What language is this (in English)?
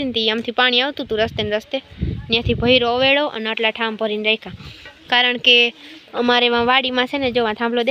Gujarati